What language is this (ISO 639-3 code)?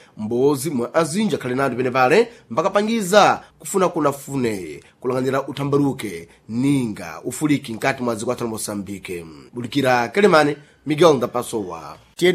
seh